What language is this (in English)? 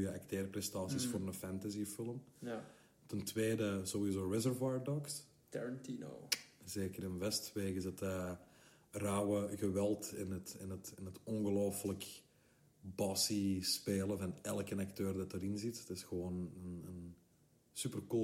Dutch